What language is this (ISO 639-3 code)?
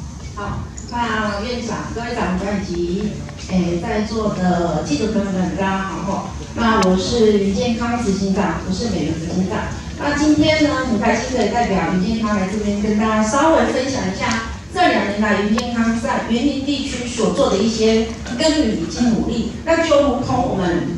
zho